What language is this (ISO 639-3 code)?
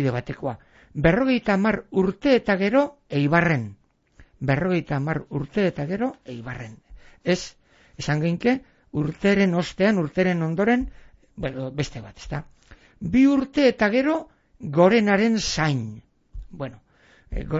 eus